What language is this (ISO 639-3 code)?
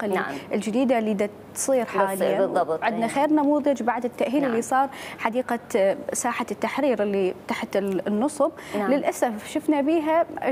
acm